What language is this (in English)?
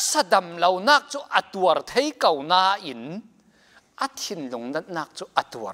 Falam Chin